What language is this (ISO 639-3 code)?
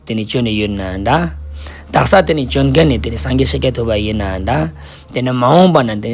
lbj